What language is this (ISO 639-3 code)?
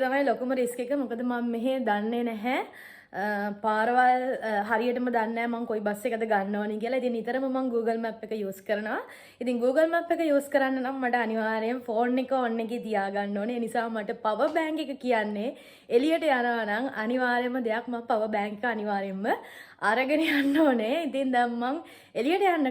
sin